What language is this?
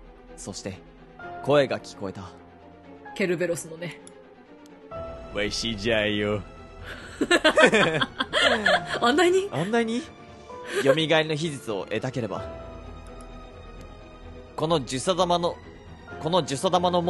Japanese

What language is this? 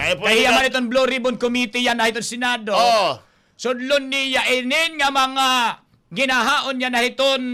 Waray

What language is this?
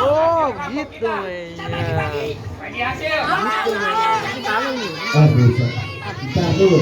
Betawi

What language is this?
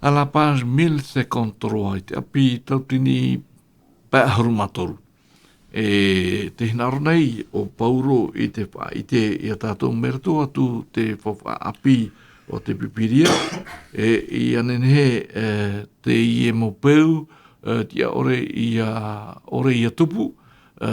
Tahitian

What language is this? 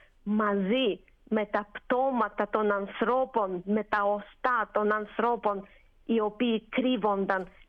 Greek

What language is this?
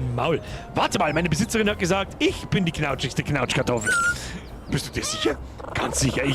Bavarian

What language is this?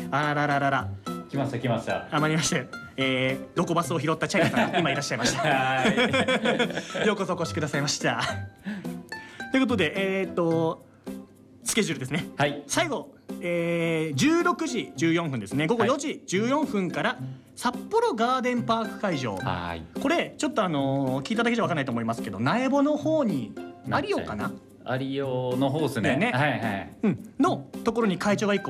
Japanese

